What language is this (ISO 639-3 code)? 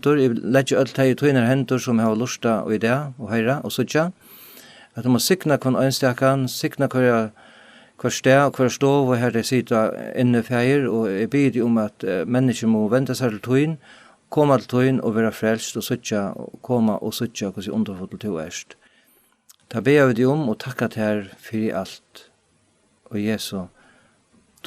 fao